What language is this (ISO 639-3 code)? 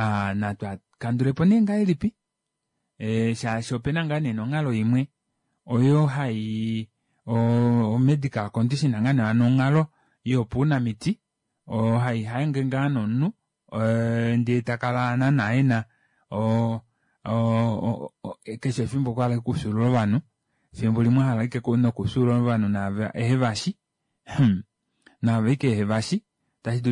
kua